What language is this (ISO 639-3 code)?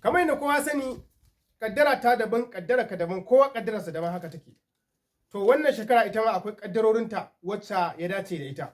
hau